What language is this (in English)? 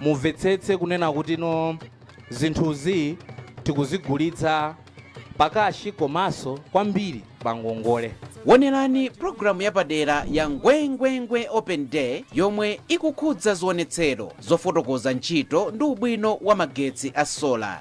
Nyanja